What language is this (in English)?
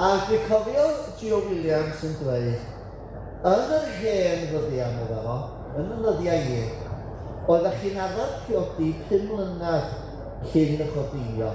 Welsh